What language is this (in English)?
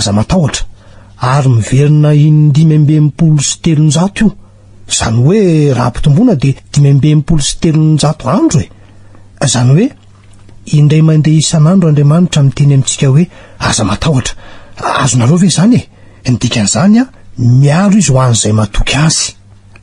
Malagasy